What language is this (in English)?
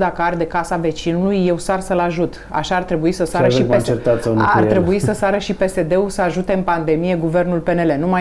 Romanian